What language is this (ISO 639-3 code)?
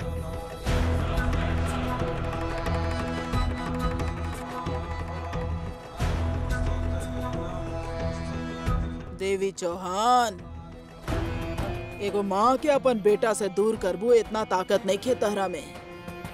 bho